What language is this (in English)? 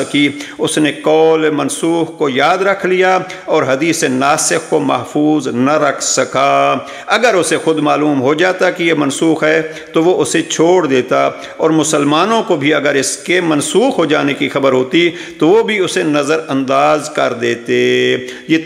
Urdu